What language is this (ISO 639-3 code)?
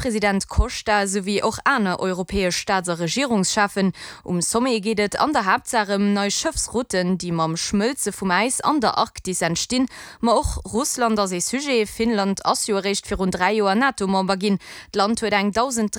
ltz